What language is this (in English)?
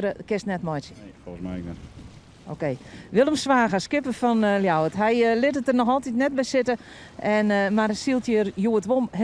Western Frisian